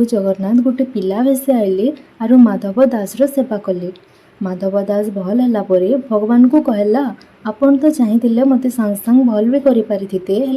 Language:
Odia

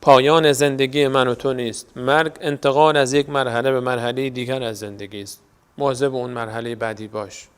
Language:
Persian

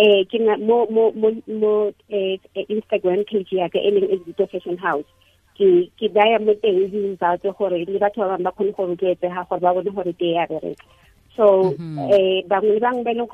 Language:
Tswana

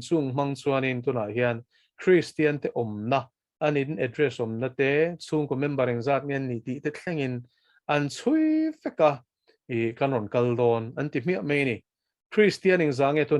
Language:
Mizo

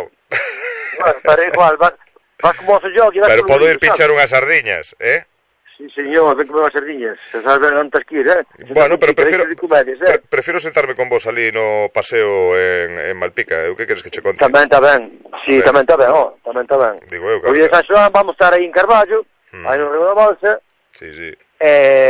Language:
Galician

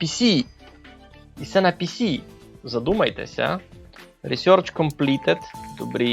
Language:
Rusyn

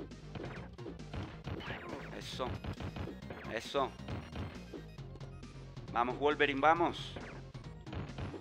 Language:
Spanish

